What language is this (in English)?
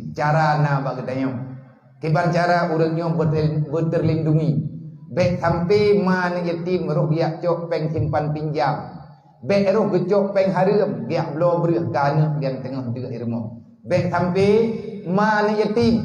Achinese